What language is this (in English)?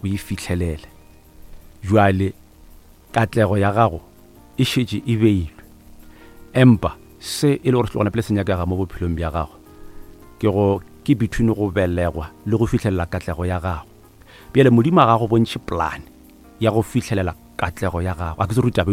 Northern Sotho